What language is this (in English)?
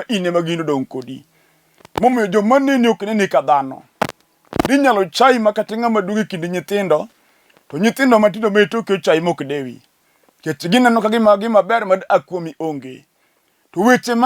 Luo (Kenya and Tanzania)